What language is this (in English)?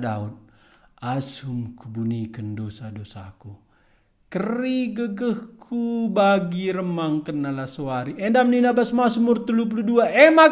Batak Karo